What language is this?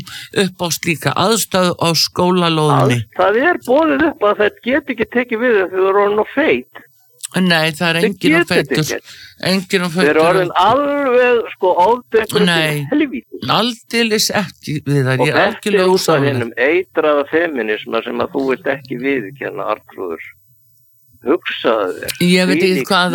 Icelandic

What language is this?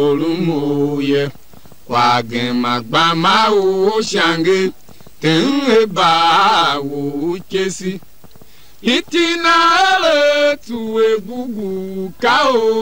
Tiv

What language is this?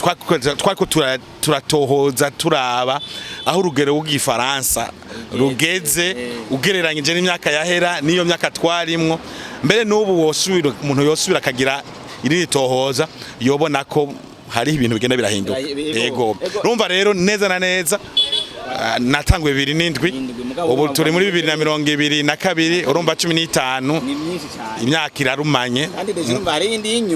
Rundi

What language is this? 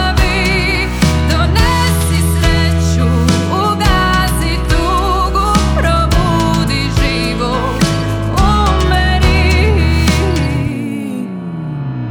Croatian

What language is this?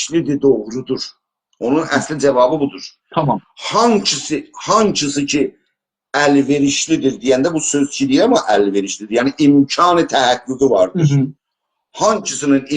South Azerbaijani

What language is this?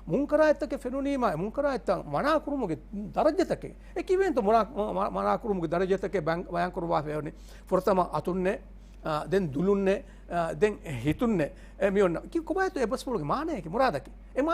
Divehi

